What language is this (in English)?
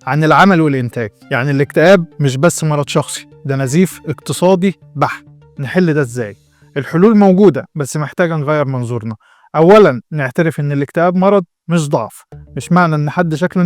Egyptian Arabic